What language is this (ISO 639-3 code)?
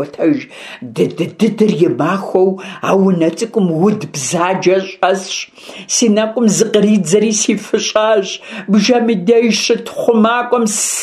kbd